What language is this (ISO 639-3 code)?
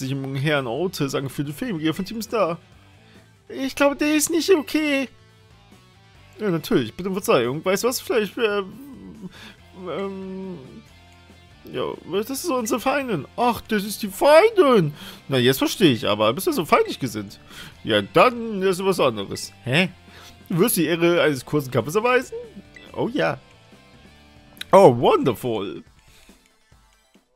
deu